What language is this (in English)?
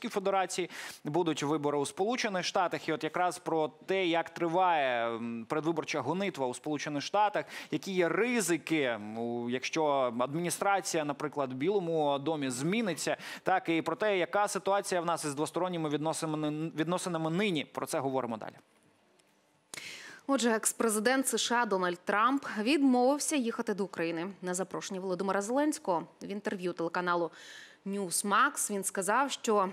Ukrainian